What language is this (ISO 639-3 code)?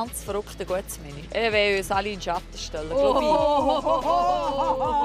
gsw